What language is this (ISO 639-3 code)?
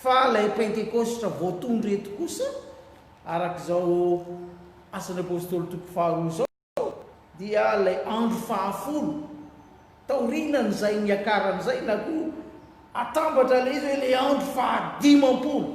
mlg